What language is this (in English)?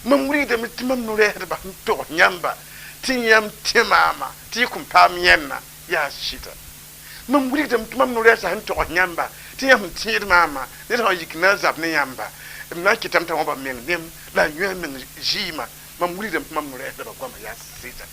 Mossi